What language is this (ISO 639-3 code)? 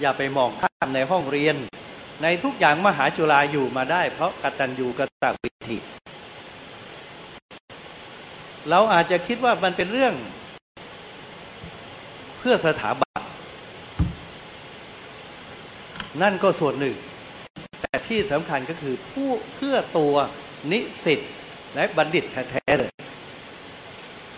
tha